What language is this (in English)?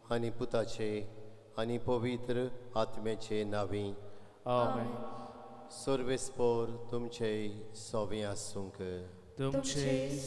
Konkani